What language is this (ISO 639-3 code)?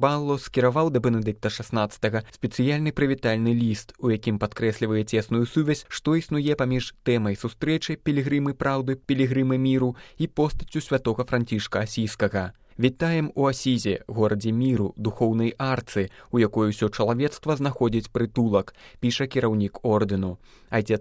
bel